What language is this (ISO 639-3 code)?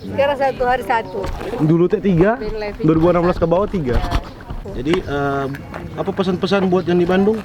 xmm